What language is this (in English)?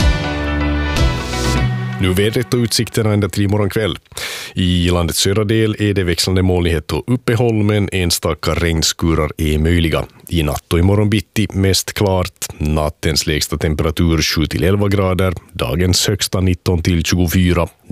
Swedish